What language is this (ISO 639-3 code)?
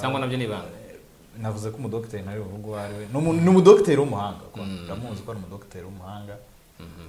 kin